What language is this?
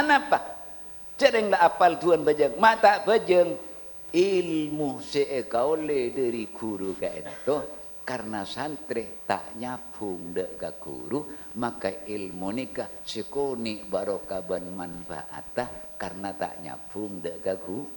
Madurese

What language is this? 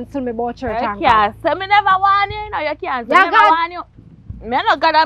Jamaican Creole English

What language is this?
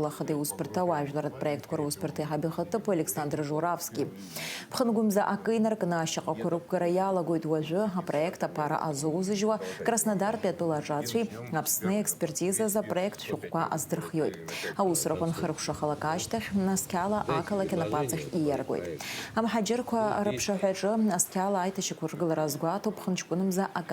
Abkhazian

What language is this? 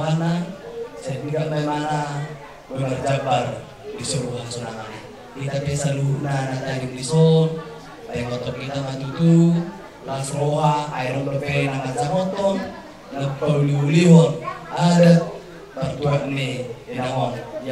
Batak Toba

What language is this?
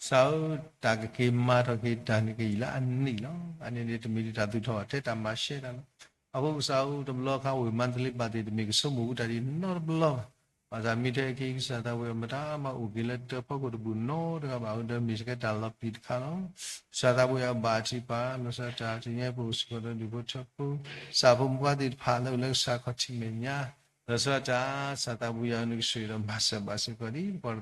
S'gaw Karen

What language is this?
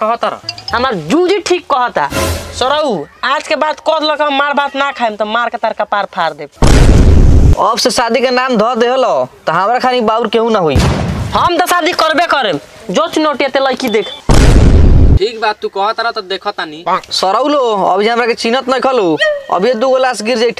Bhojpuri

